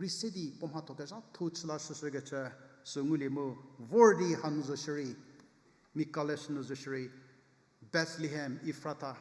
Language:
Angami Naga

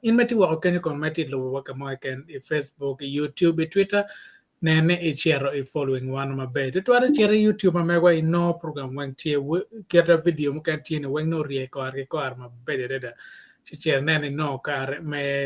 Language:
Acoli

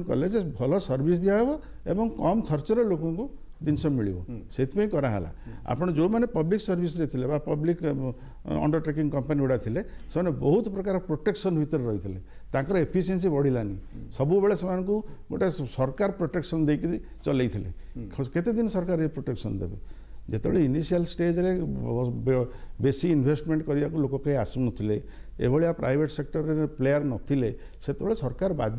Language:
Odia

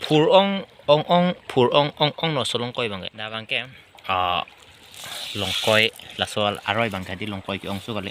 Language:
Karbi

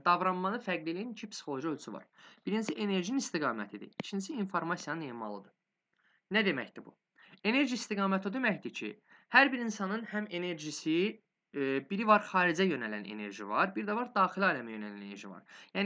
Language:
Azerbaijani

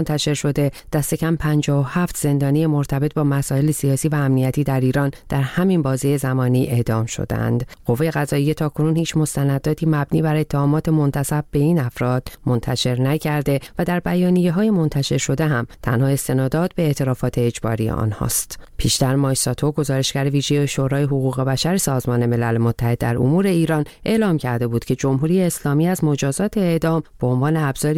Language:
Persian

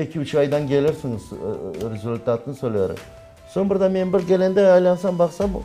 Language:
Crimean Tatar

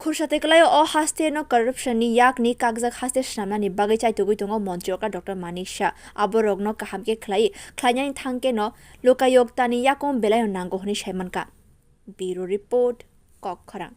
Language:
Kok Borok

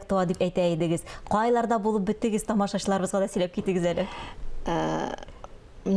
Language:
Tatar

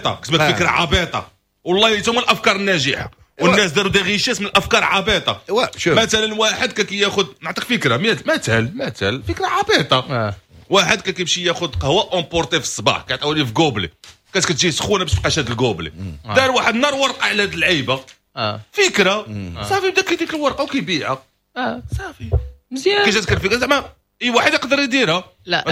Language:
Moroccan Arabic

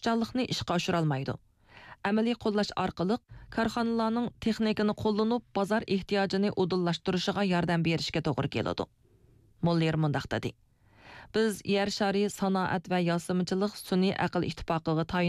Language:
Uyghur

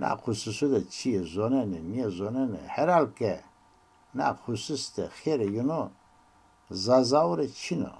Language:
Zaza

